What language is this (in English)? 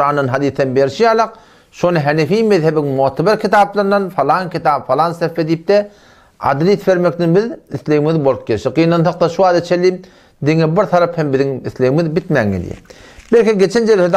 Turkmen